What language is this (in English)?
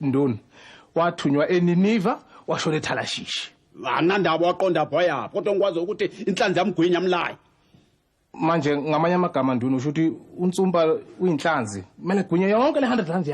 Zulu